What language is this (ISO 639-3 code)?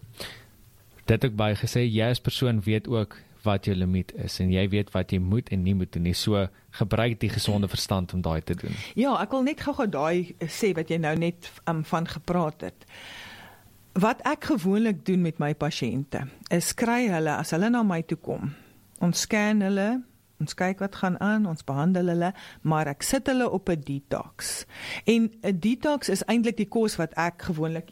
afr